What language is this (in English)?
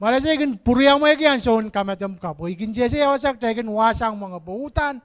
Pohnpeian